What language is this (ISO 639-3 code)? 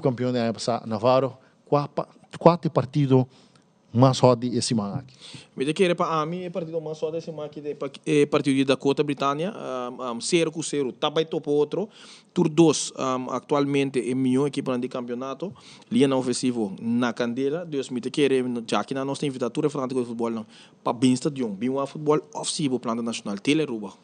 pap